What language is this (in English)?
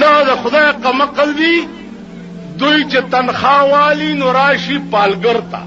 Pashto